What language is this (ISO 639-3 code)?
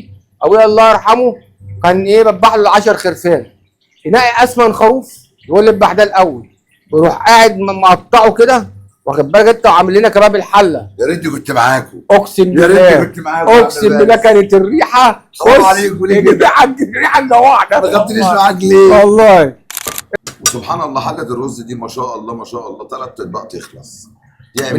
arz